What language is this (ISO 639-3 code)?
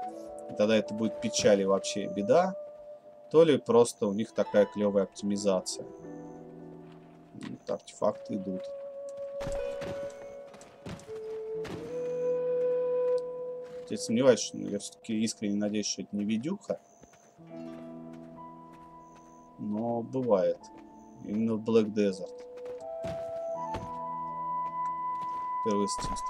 rus